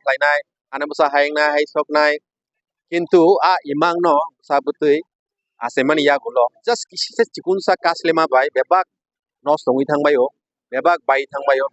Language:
Kok Borok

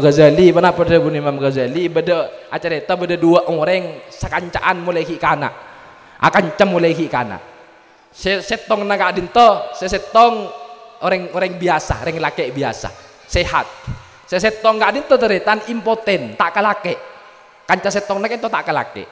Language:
Madurese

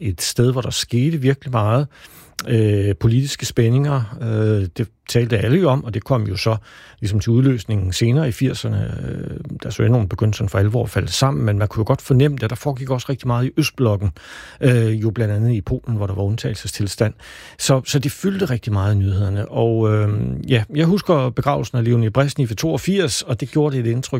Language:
Danish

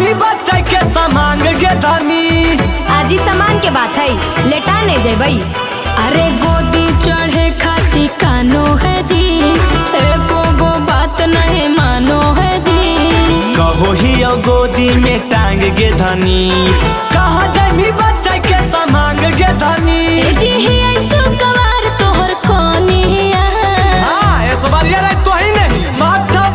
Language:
Magahi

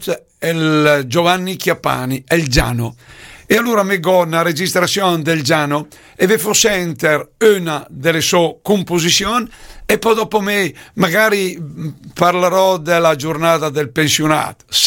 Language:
Lombard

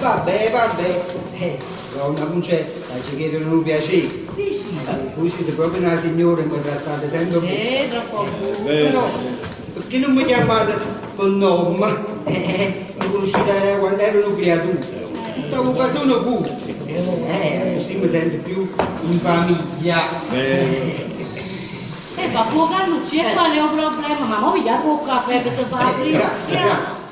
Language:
Neapolitan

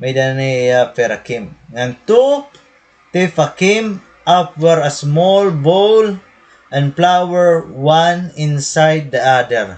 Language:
Waray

